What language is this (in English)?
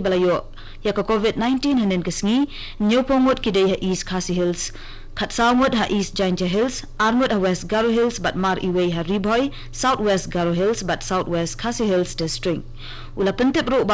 Khasi